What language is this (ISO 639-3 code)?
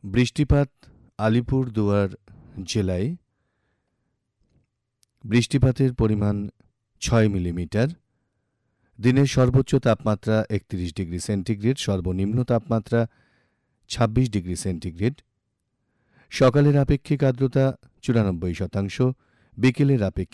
ben